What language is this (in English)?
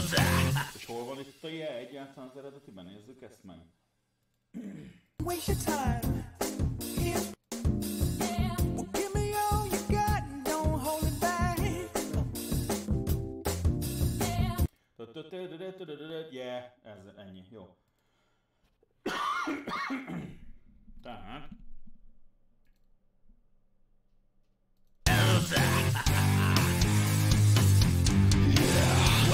Hungarian